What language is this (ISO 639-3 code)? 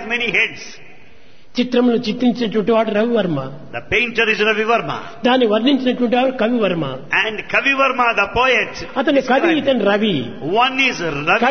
tel